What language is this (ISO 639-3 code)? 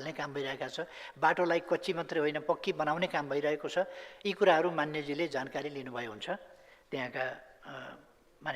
nep